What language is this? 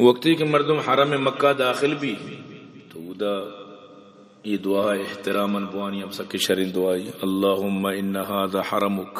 Eastern Balochi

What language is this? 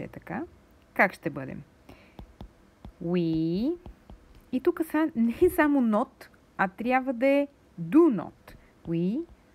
Bulgarian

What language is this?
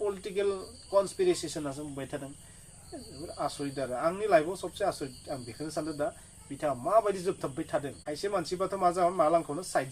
Bodo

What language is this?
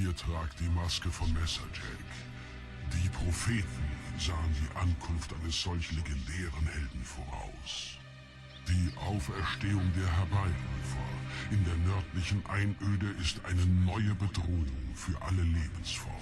Swiss German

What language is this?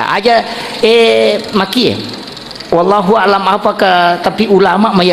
Buginese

